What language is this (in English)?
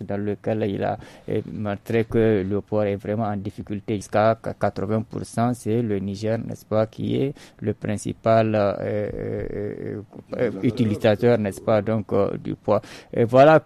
French